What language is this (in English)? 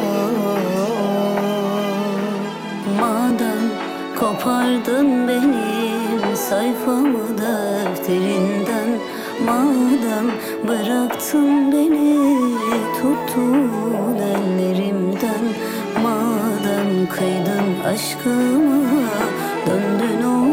Turkish